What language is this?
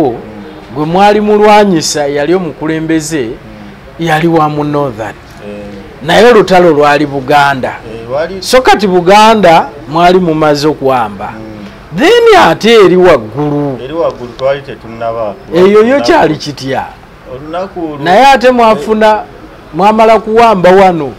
Ganda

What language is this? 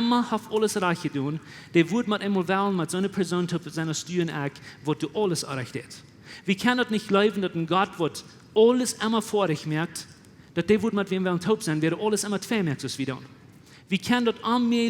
Plautdietsch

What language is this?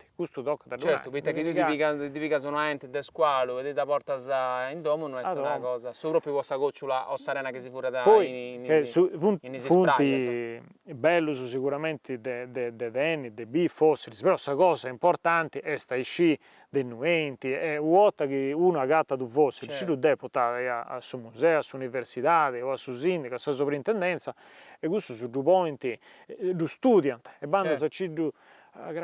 Sardinian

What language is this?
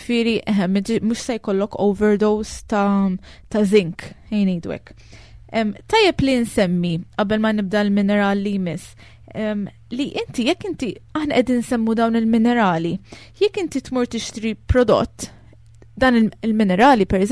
Maltese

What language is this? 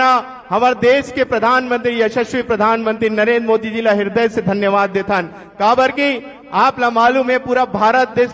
Chhattisgarhi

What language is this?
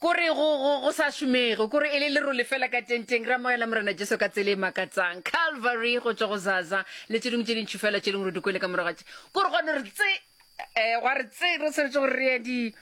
Northern Sotho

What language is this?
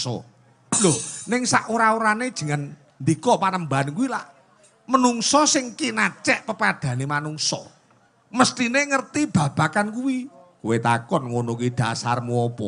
Javanese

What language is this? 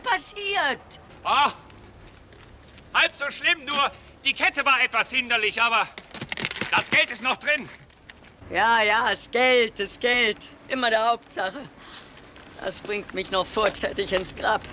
German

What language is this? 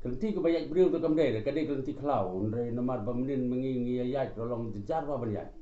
Khasi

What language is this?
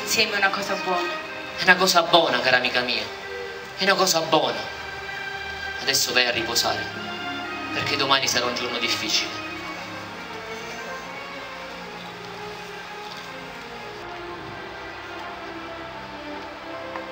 Italian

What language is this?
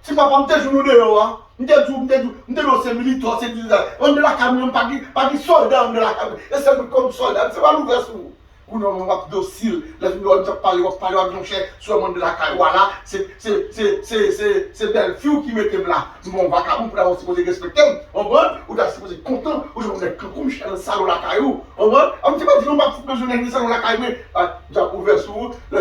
Haitian Creole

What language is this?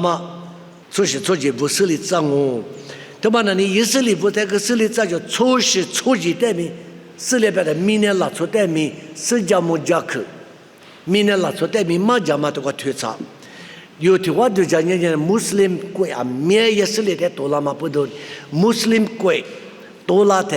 Lisu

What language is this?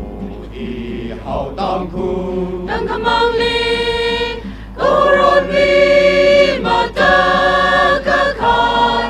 Tangkhul Naga (India)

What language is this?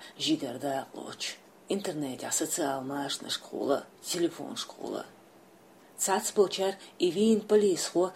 Chechen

